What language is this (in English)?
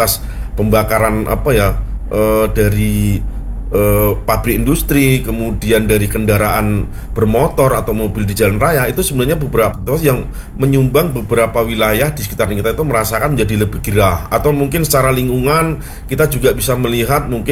Indonesian